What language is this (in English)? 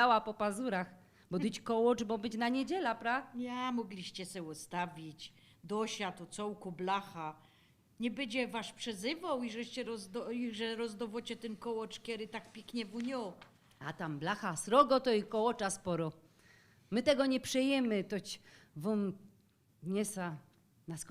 Silesian